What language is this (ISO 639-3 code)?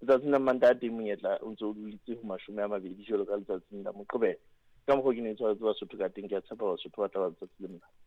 sot